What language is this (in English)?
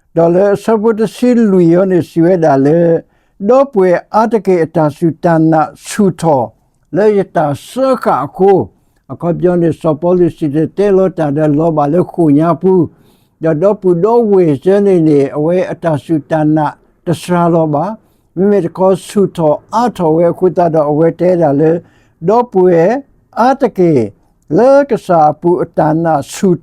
S'gaw Karen